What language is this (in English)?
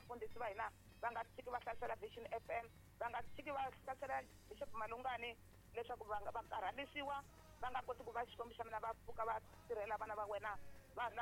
Tsonga